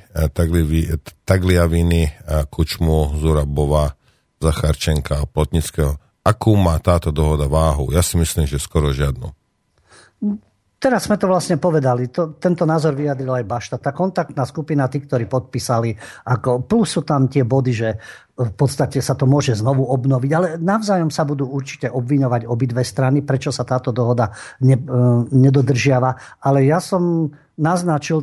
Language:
Slovak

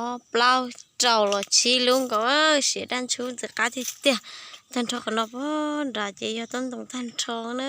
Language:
Hmong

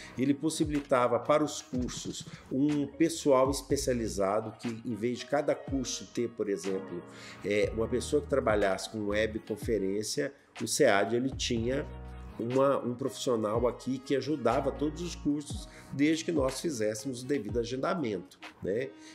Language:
Portuguese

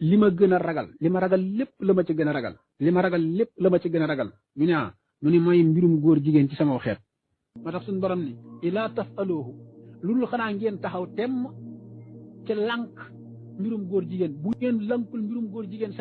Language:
Wolof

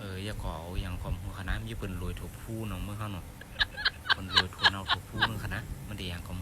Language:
Shan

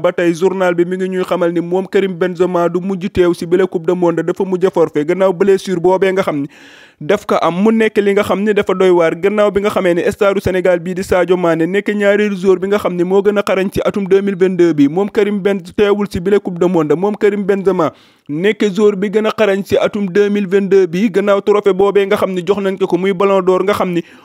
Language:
Wolof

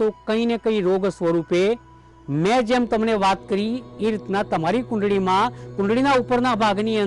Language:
Gujarati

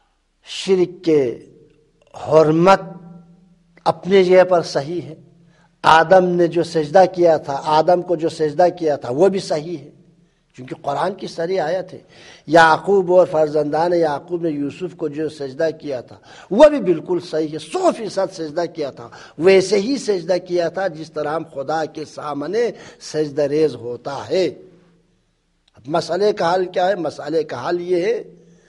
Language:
Urdu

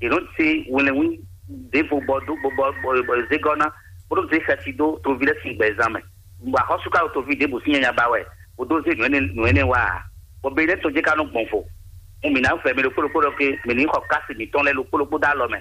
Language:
Fon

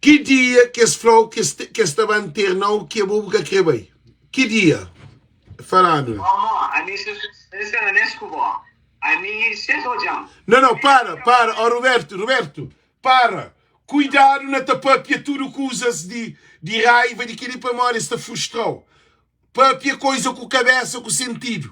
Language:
Kabuverdianu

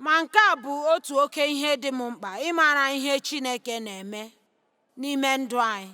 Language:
Igbo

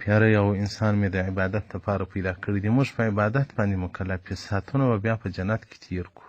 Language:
Pashto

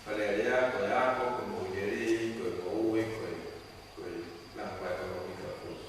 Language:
Tongan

